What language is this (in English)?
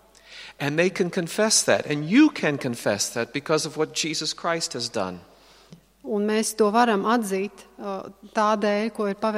Latvian